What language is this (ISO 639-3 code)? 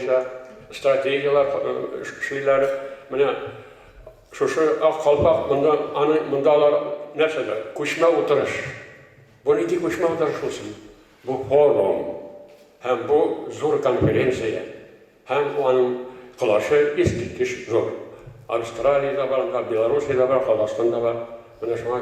tat